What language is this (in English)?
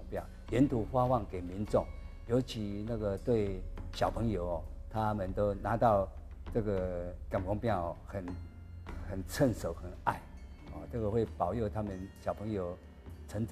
Chinese